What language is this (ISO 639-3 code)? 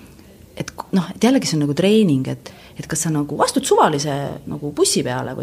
est